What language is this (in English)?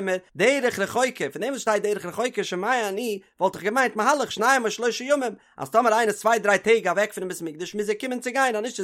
Yiddish